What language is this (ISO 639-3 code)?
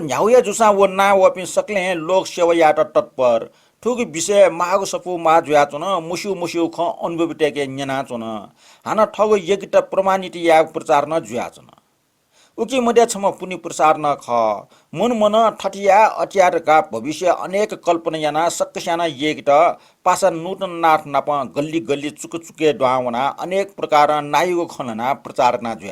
new